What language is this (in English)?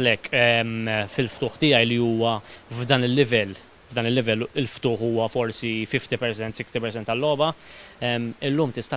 Maltese